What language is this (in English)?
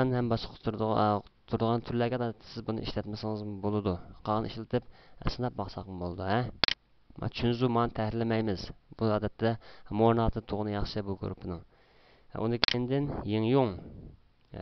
Uyghur